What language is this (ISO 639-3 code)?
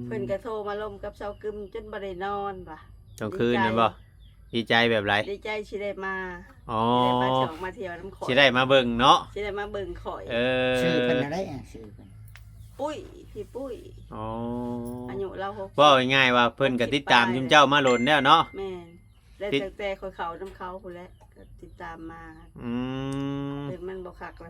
tts